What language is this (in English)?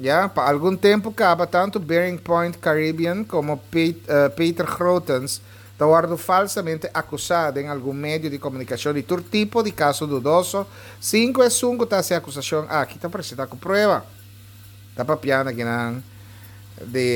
Papiamento